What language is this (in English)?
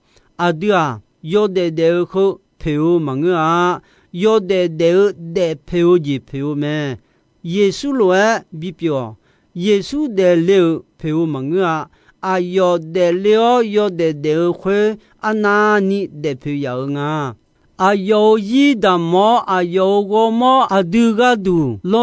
Akha